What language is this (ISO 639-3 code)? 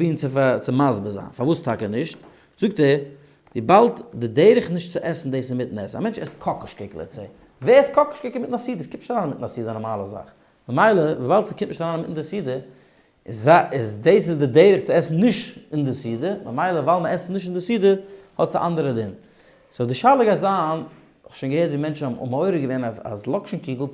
yid